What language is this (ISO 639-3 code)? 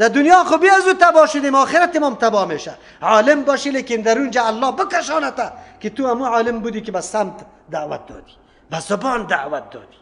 fas